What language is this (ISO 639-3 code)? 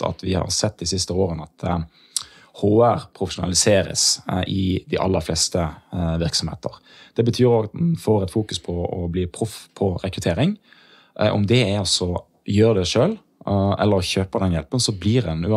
nor